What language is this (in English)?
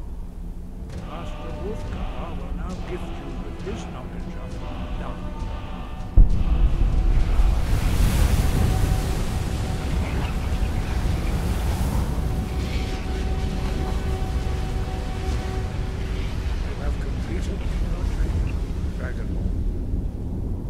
English